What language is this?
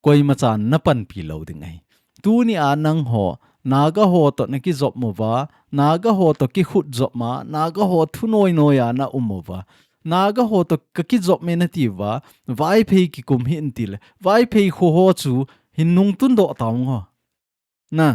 Thado Chin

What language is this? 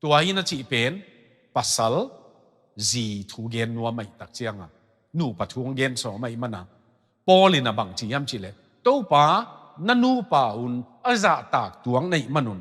Tedim Chin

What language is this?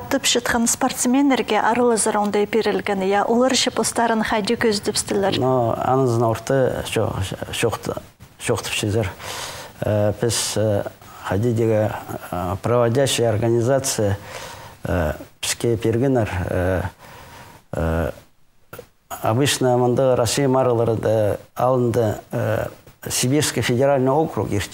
Khakas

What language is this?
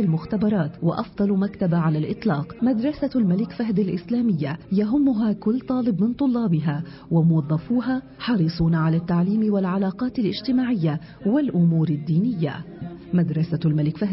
Arabic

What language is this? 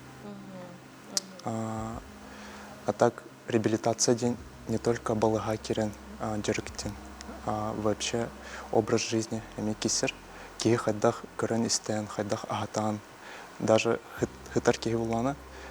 Yakut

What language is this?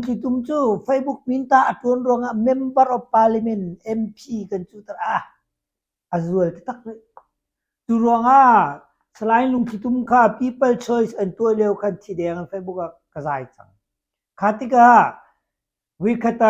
Hakha Chin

